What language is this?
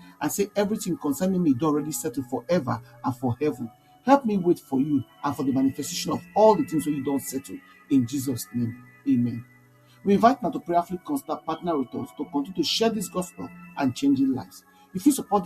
Nigerian Pidgin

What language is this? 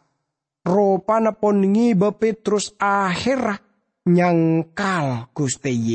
Madurese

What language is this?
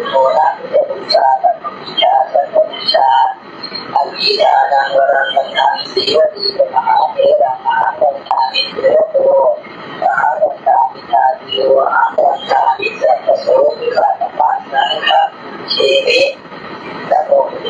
Pali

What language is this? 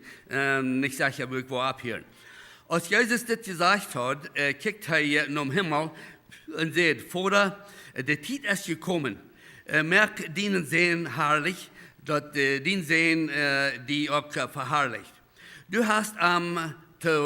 Plautdietsch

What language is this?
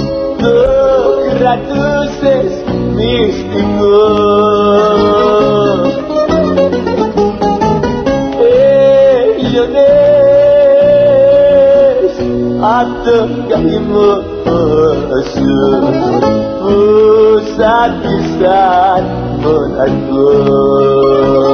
Greek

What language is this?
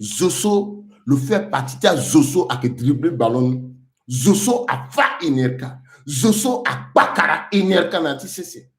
Sango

